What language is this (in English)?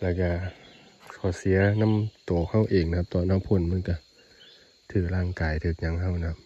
Northeastern Thai